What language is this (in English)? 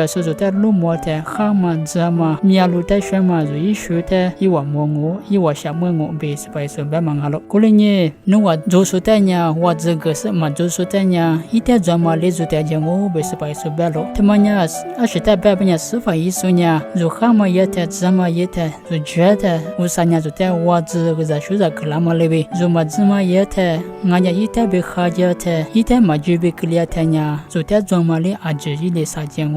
Lisu